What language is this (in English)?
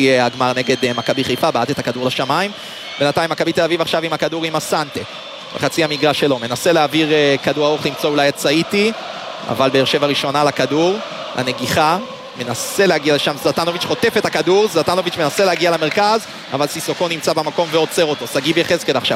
Hebrew